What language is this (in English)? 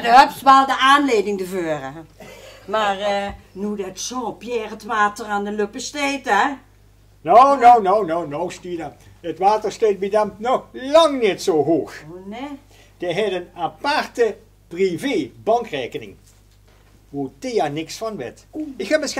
Limburgish